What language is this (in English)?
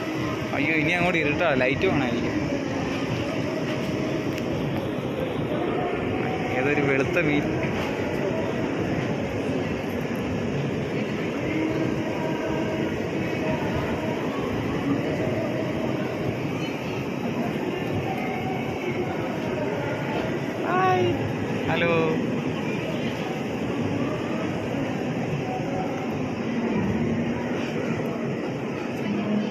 Malayalam